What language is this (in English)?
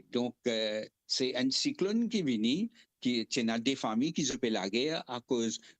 Morisyen